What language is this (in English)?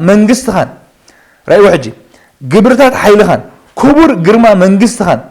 Tigrinya